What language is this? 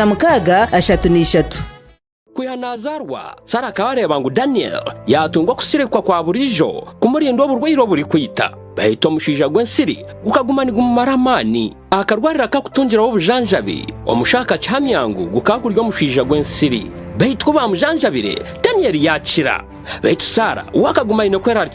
Nyankole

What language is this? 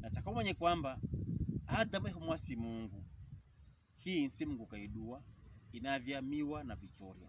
Pokomo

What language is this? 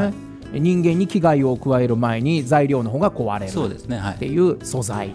Japanese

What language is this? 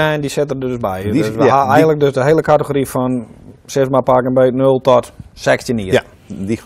Western Frisian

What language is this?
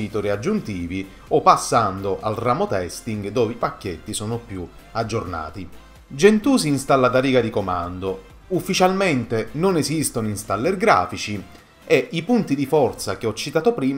Italian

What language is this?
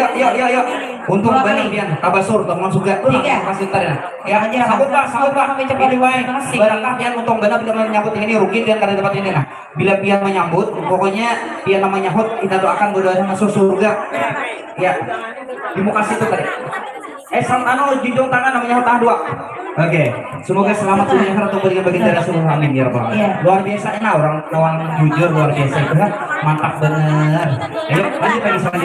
Banjar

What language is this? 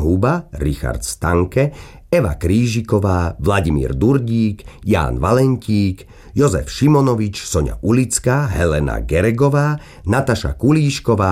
Slovak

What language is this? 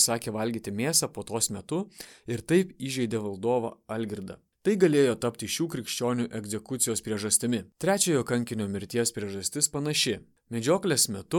Lithuanian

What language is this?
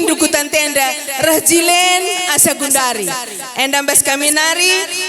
Batak Karo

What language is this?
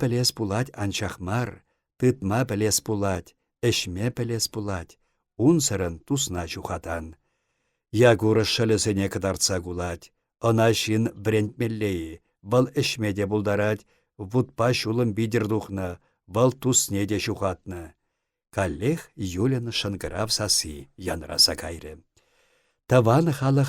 Chuvash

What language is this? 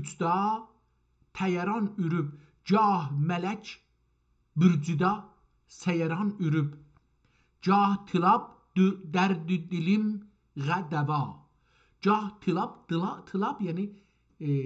South Azerbaijani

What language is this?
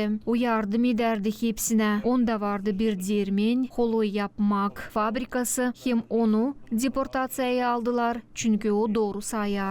Gagauz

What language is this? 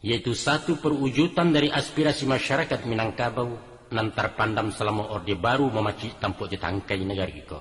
Minangkabau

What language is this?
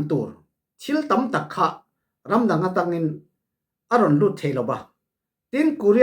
Falam Chin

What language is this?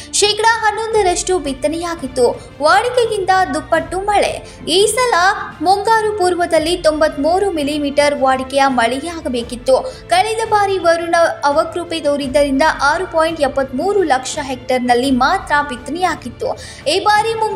Kannada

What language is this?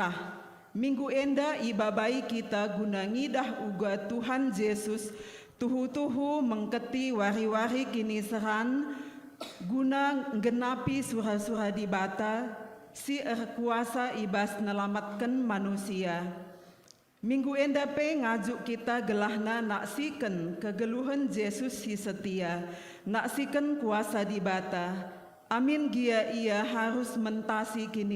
Batak Karo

